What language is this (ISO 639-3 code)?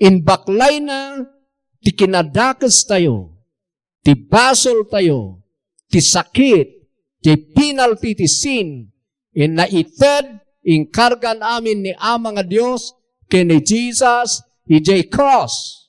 ilo